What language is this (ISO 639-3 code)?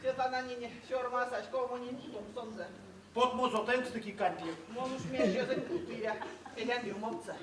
myv